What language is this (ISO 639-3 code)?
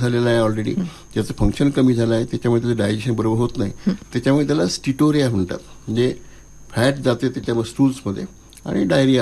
mar